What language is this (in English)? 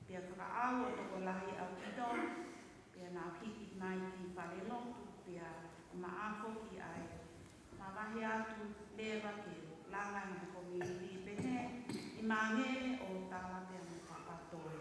Tongan